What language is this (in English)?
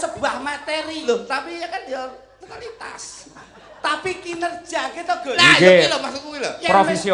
Javanese